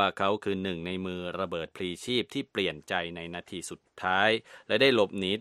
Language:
Thai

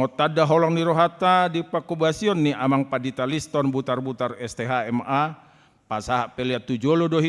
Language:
Batak Toba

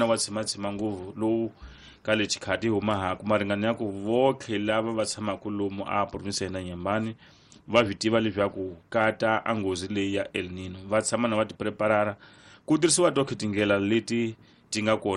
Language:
Tsonga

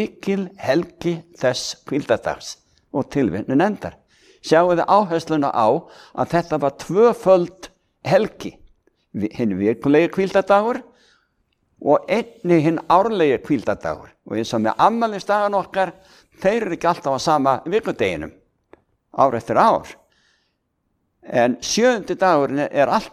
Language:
Icelandic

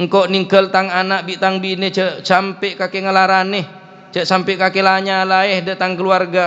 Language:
Madurese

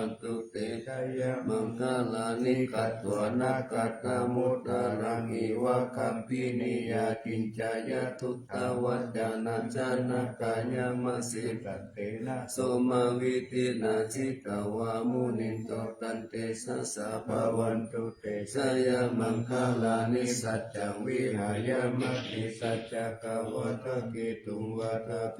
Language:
Pali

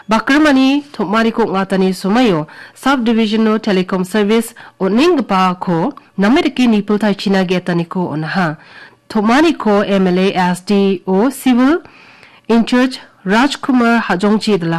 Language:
Garo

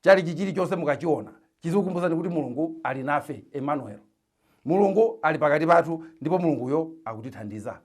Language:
Nyanja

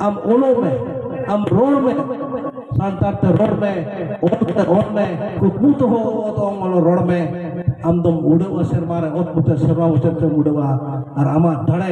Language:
Santali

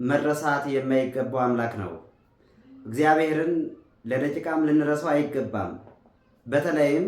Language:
Amharic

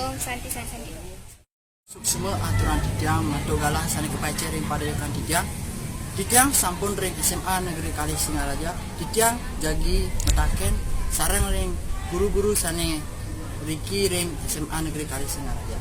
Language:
Balinese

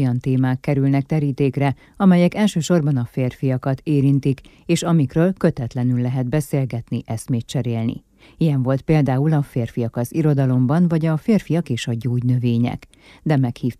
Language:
Hungarian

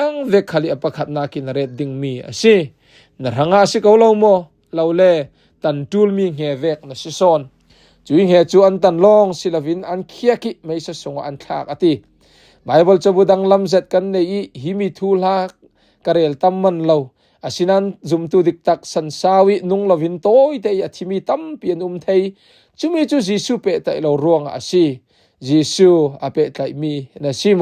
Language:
Falam Chin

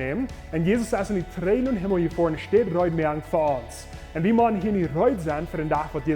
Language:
Plautdietsch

